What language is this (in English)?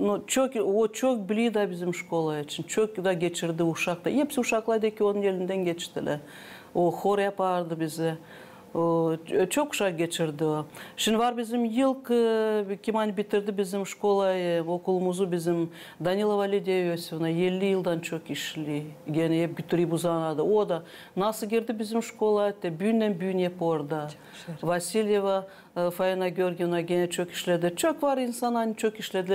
Gagauz